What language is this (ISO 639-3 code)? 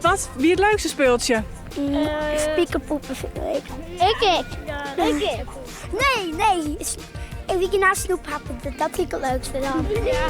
fry